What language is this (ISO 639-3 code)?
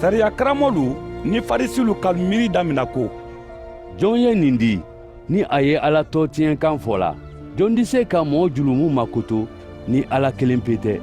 man